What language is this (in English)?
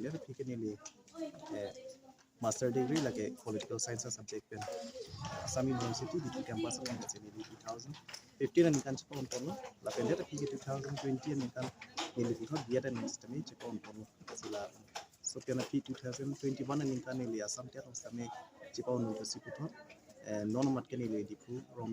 Karbi